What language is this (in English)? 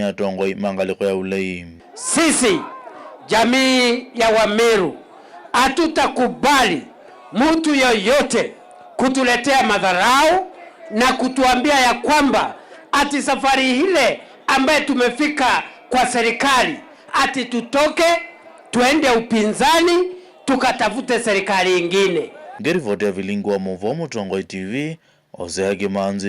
Kamba